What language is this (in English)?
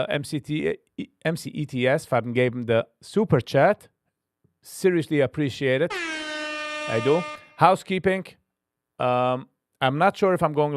Yiddish